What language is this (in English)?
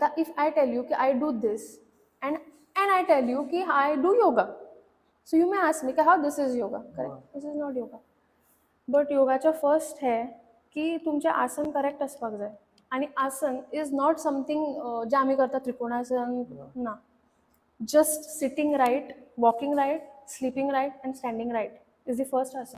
Konkani